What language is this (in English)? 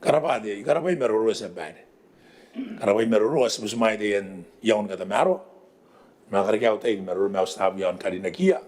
Gilbertese